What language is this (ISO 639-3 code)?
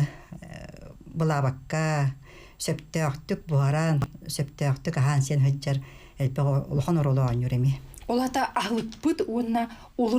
sah